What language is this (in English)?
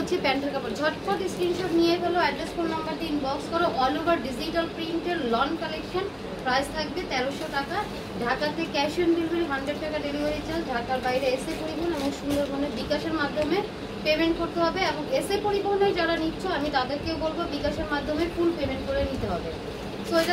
Bangla